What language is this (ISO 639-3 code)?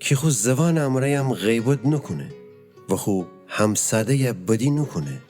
glk